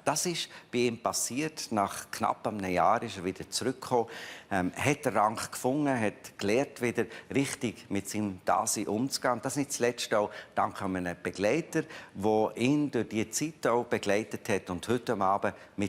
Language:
Swiss German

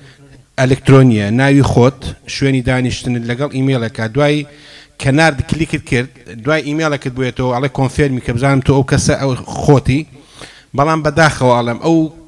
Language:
Central Kurdish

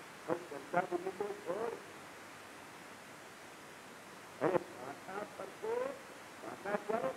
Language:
Gujarati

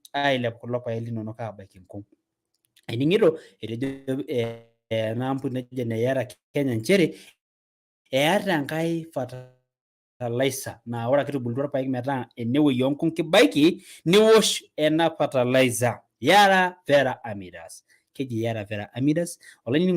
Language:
Masai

